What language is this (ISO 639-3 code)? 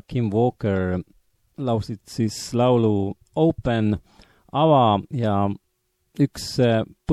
est